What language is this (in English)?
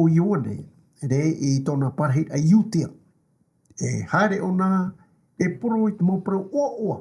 Tahitian